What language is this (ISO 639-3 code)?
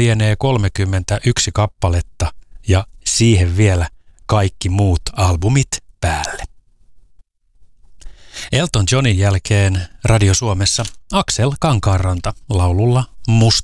fin